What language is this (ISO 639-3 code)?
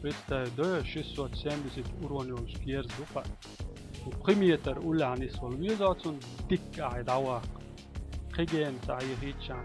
che